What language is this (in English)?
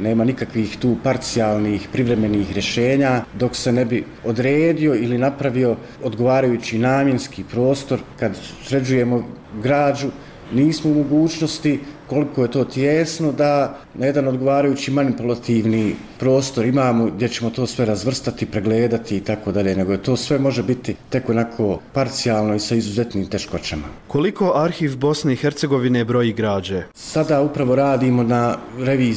Bosnian